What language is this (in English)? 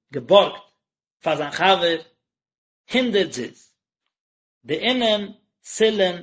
Yiddish